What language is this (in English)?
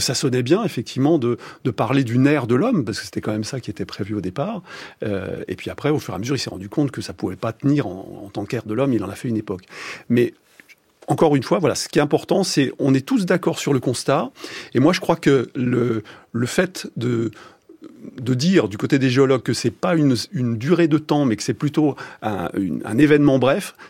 French